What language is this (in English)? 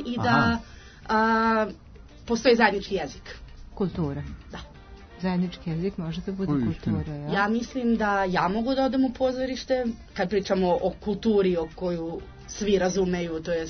Serbian